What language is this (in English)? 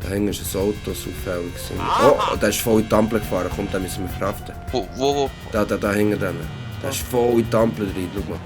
Swiss German